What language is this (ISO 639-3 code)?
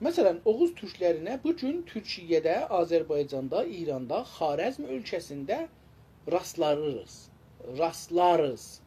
azb